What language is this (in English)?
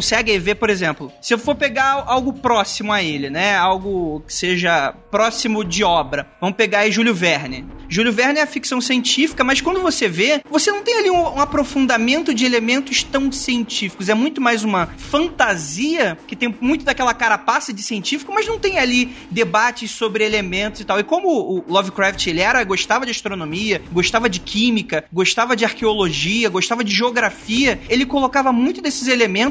Portuguese